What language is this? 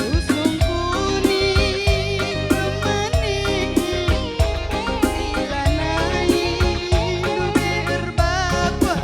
Batak Karo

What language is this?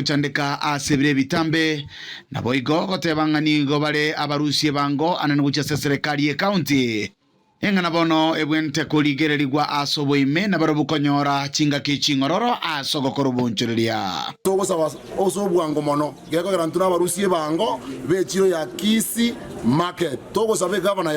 Gusii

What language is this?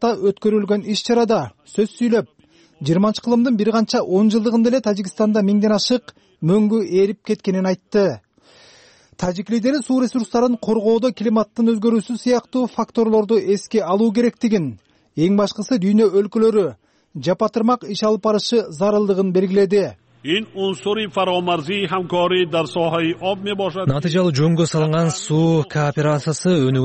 Kyrgyz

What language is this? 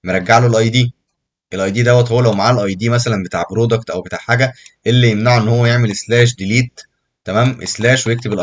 Egyptian Arabic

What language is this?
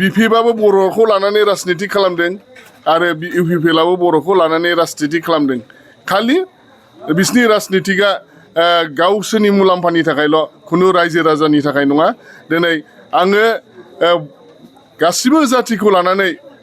Bodo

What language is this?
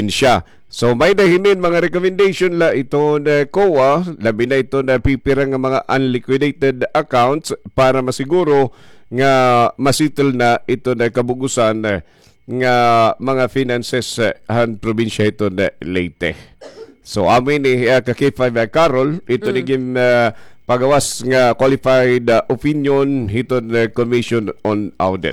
Waray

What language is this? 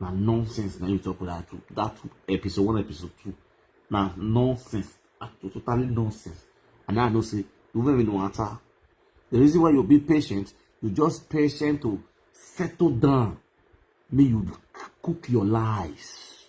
Nigerian Pidgin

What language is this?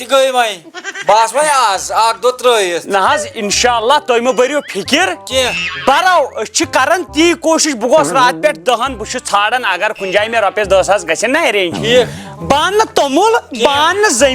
Kashmiri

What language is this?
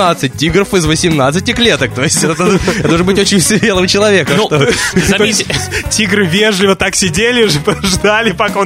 Russian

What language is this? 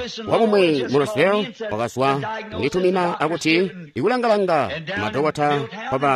Tonga (Zambia)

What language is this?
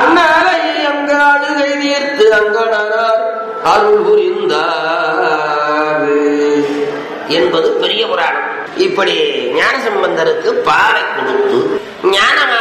Tamil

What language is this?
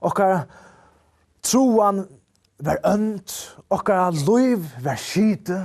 Faroese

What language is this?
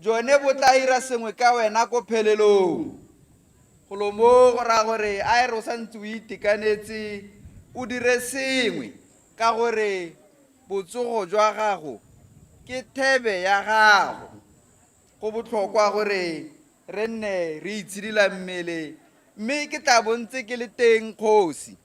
Tswana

